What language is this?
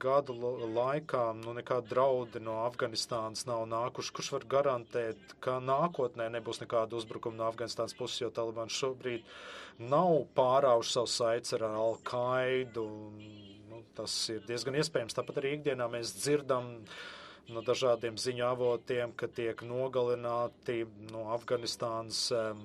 Latvian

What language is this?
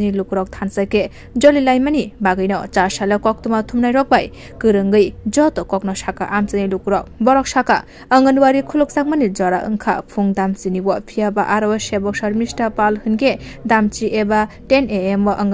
Kok Borok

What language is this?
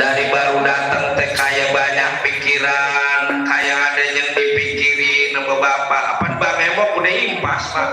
Betawi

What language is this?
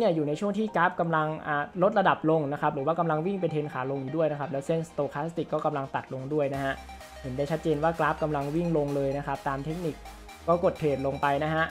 Thai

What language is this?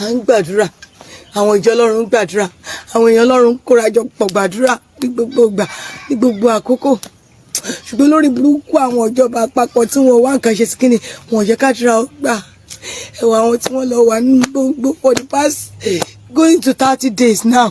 Yoruba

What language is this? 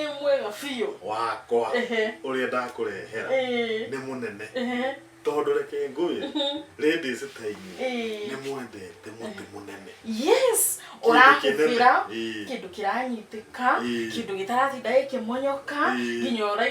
Kikuyu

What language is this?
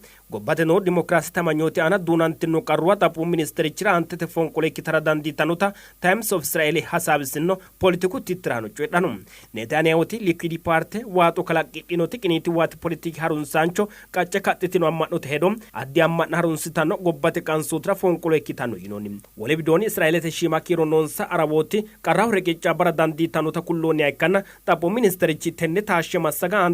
Sidamo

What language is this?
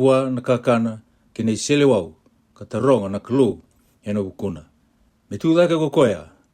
Fijian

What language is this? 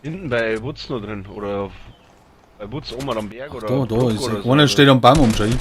Bavarian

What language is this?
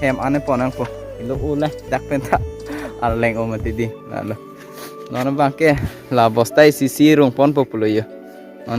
Karbi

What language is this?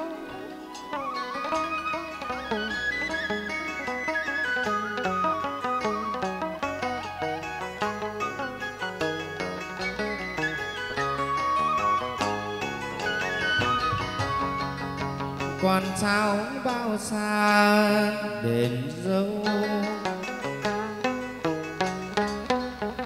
Vietnamese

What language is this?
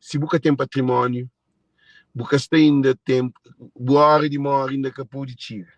Kabuverdianu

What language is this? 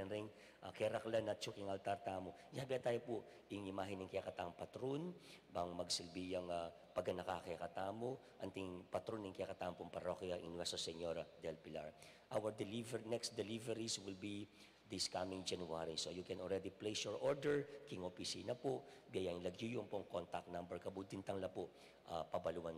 Pampanga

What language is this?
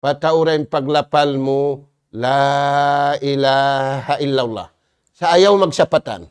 Tausug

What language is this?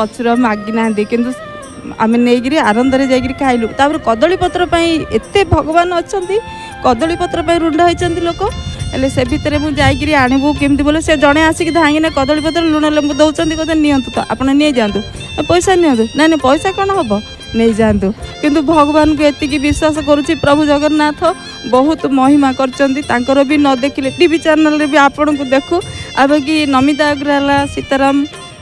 Odia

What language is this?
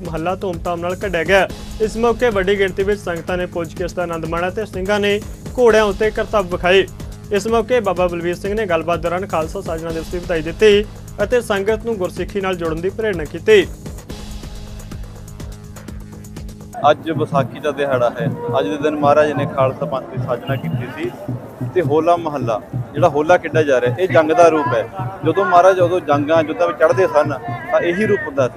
Punjabi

